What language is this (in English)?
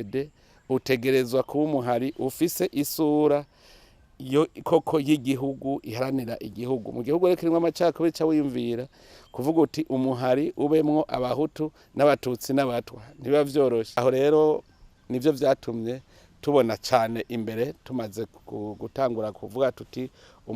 Rundi